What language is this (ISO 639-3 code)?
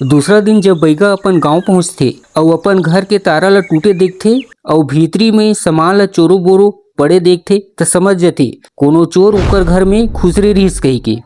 hne